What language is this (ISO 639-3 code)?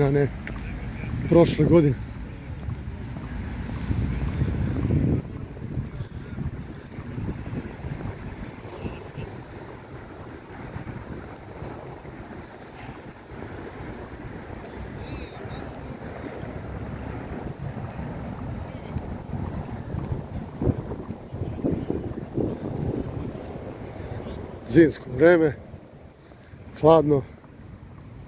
srp